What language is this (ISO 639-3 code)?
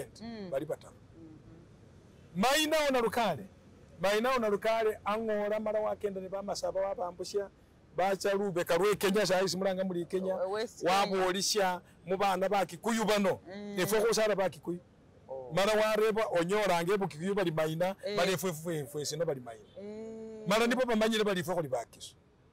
myx